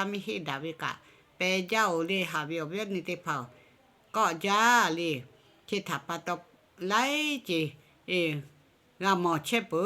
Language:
Lahu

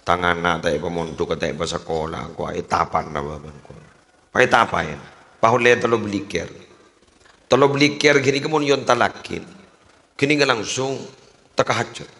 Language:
Madurese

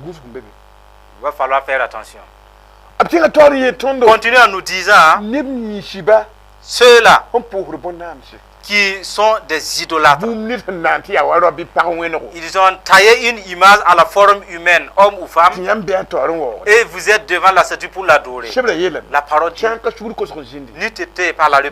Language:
Mossi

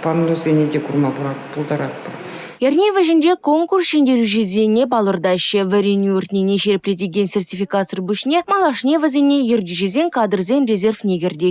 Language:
Chuvash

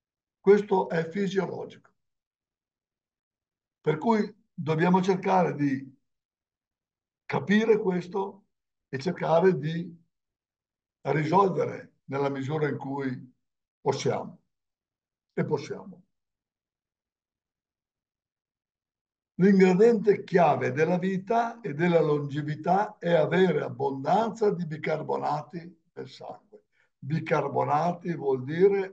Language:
Italian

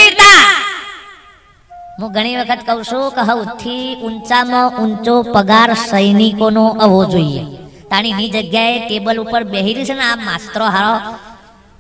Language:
Gujarati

